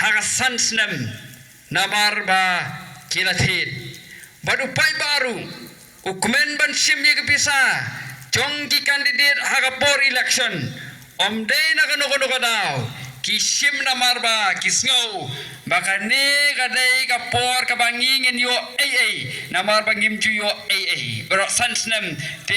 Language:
Khasi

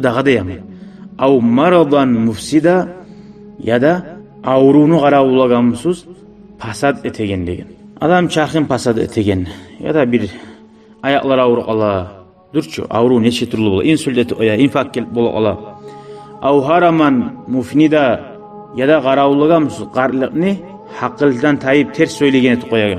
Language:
Kumyk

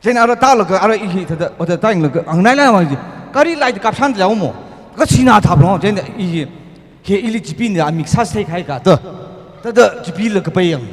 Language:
Tangkhul Naga (India)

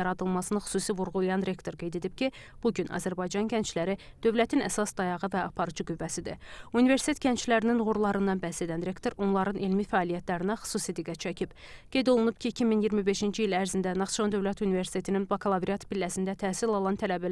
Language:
Azerbaijani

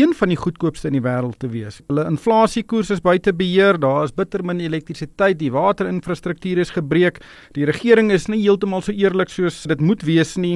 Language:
Afrikaans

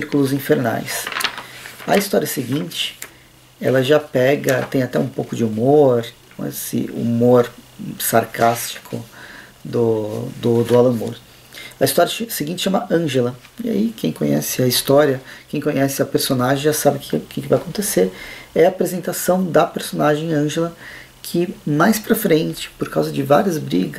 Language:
Portuguese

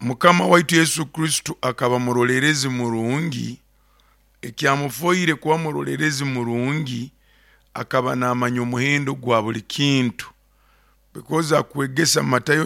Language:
Nyoro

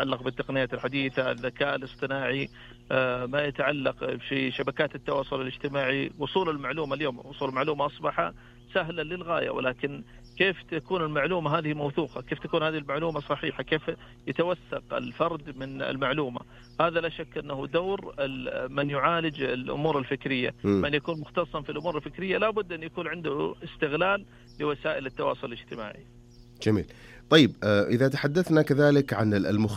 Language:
Arabic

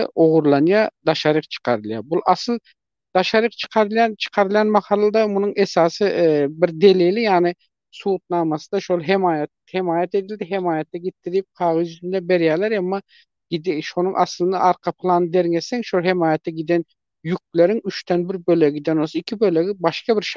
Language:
Turkmen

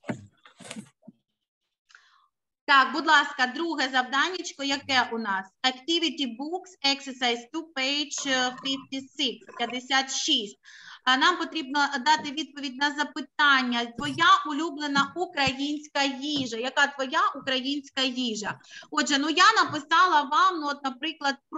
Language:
Ukrainian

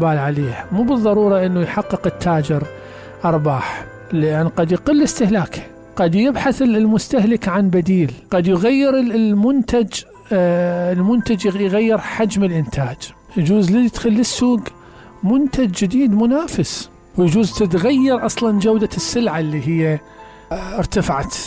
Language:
Mesopotamian Arabic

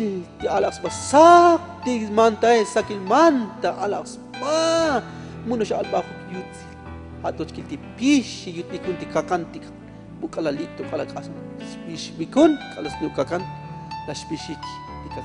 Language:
Tzotzil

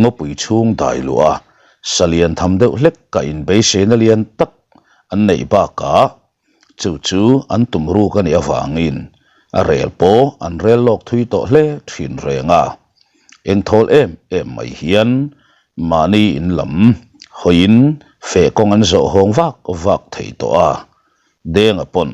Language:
Mizo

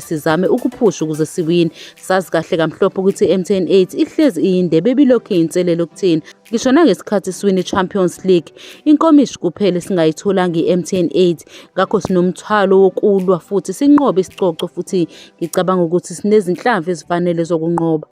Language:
Zulu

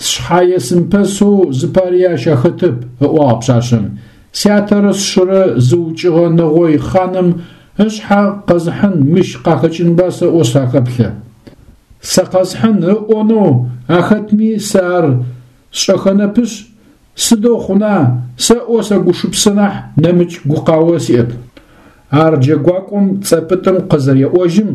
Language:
Adyghe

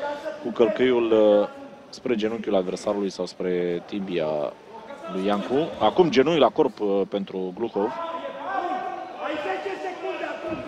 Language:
Romanian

